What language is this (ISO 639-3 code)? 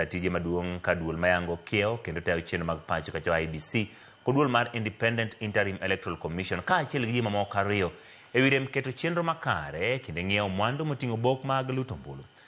luo